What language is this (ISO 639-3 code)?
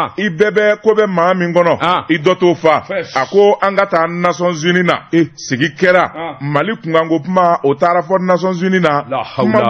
bam